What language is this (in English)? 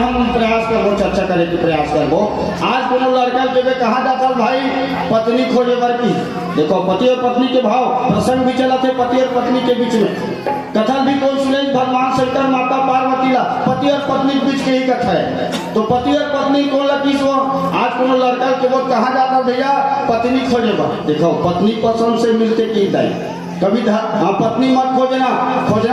Chhattisgarhi